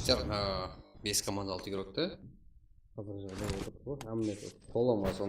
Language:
Kara-Kalpak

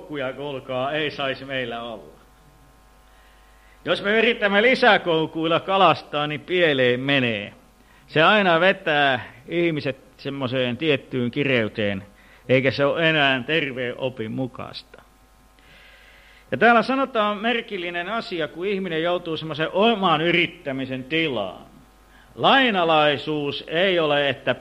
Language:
Finnish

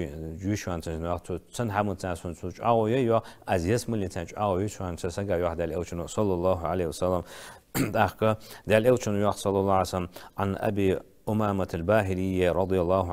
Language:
Ingush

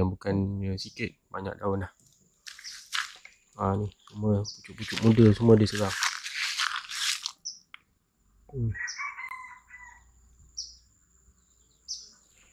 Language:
Malay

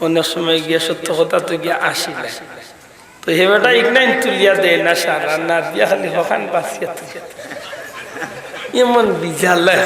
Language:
Sylheti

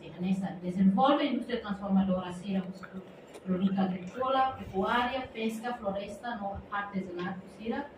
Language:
Tetum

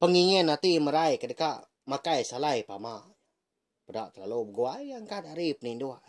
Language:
Iban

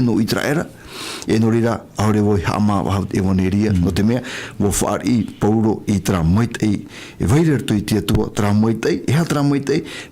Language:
Tahitian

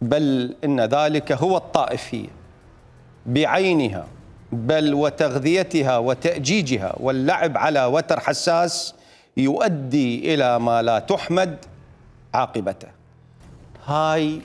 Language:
Mesopotamian Arabic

